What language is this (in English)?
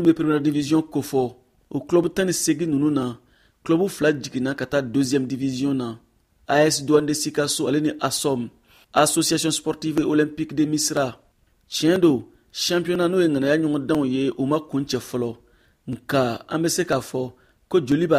Bambara